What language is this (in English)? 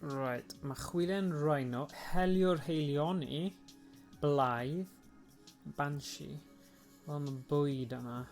Welsh